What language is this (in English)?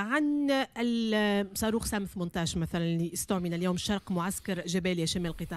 Tunisian Arabic